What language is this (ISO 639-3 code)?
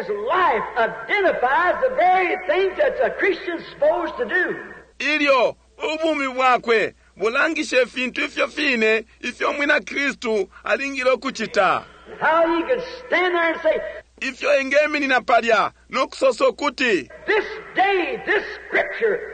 bem